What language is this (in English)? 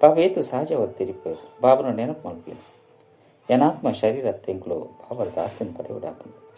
Tulu